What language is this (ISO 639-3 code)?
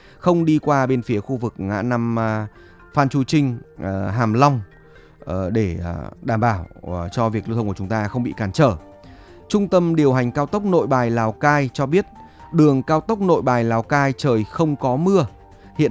vie